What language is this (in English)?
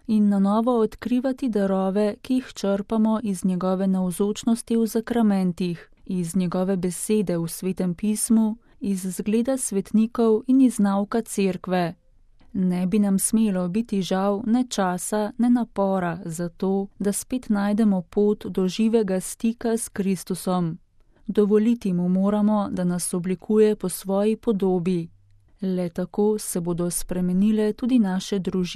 Slovenian